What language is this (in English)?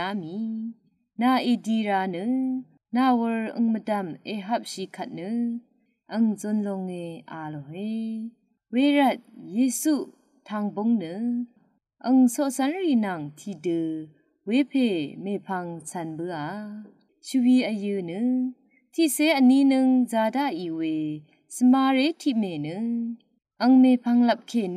Rawang